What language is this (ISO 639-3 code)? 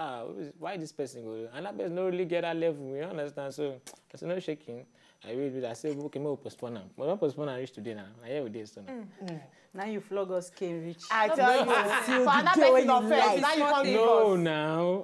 pcm